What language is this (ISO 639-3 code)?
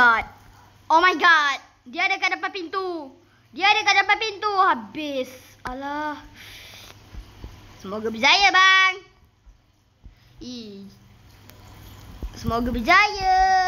msa